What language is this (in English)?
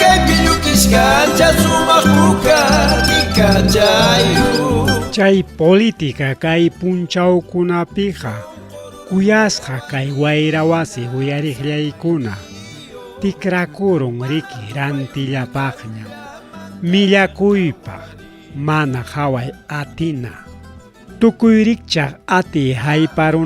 Ayacucho Quechua